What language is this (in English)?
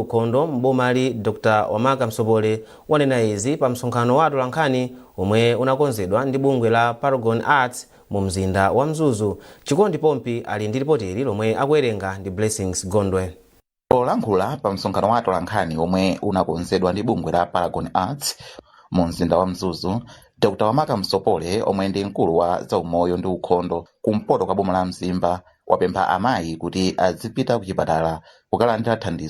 Nyanja